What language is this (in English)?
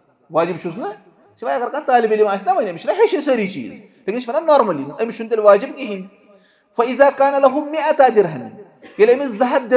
Kashmiri